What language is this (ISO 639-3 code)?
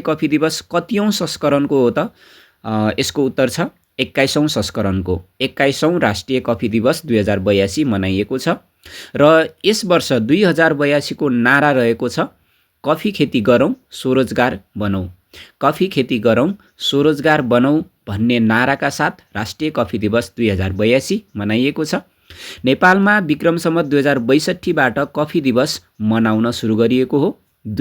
nep